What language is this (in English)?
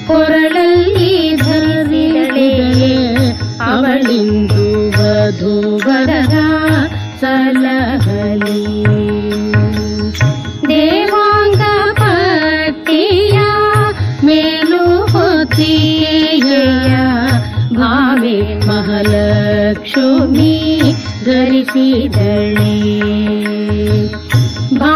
Kannada